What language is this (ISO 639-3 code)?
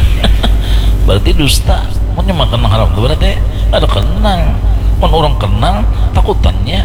bjn